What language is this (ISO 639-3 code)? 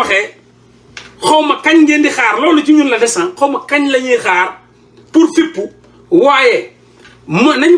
wol